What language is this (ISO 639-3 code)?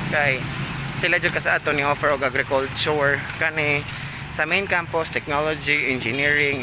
ceb